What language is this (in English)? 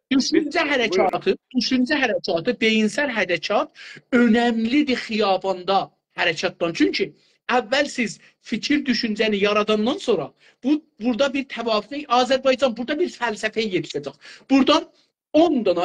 South Azerbaijani